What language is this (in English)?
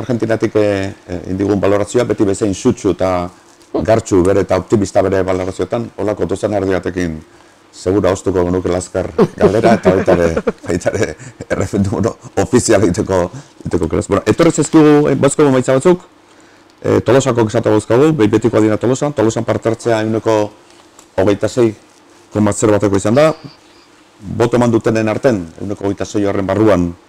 Basque